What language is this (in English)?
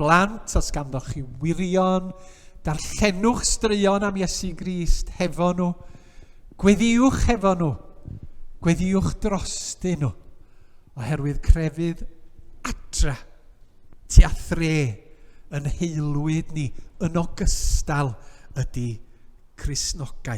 Welsh